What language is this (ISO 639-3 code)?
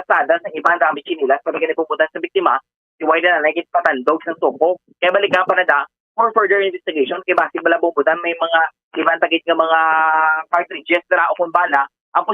hil